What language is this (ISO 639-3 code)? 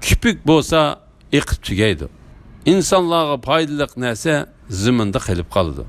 uig